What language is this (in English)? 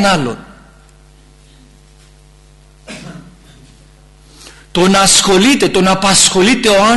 Greek